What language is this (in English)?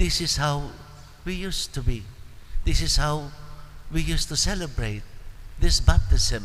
Pampanga